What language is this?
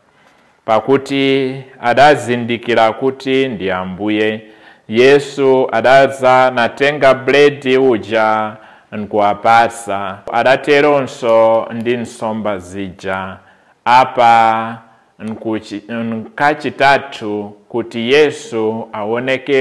Nyanja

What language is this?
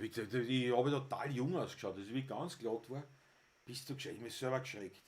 Bavarian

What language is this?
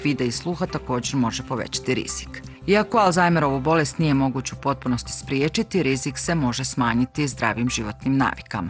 Bosnian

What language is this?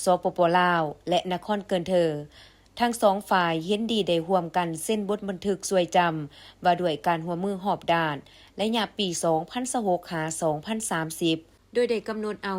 Lao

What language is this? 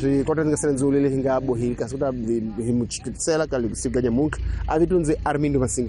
Tsonga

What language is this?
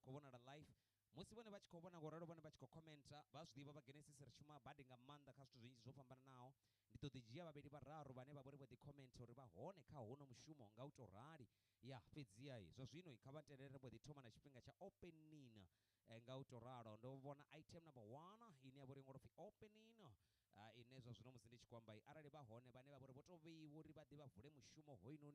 Venda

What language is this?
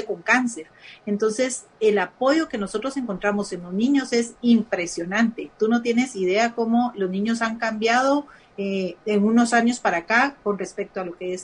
Spanish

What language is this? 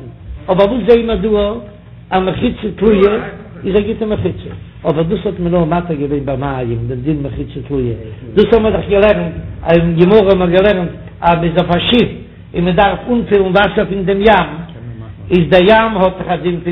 Yiddish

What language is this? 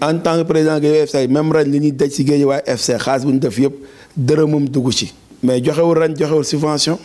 Wolof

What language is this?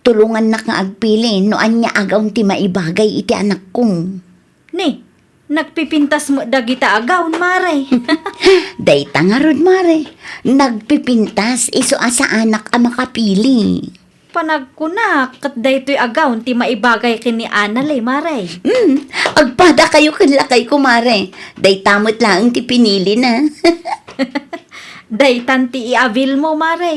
Iloko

